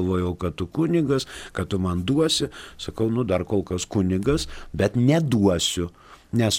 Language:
Lithuanian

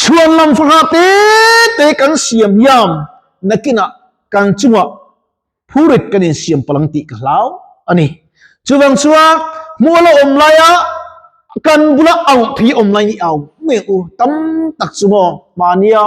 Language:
Mizo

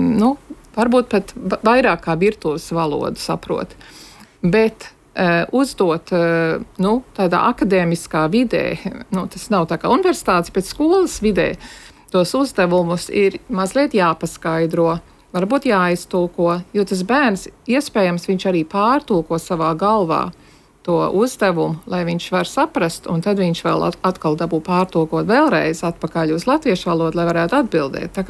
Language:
Latvian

